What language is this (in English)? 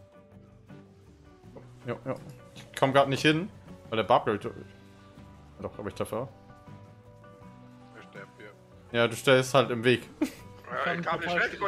German